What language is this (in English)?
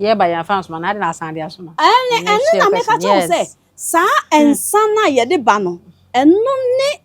Akan